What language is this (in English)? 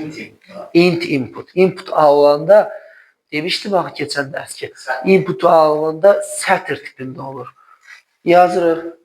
Azerbaijani